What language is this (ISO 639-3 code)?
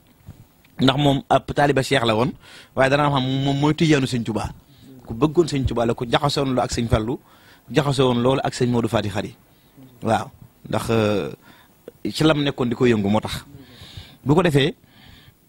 wol